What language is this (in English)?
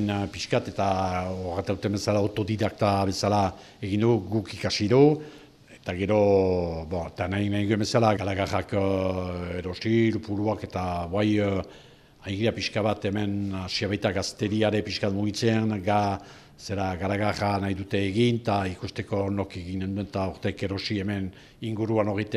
Basque